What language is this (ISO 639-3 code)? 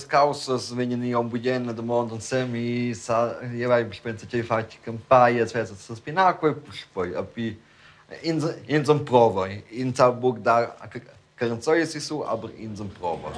roh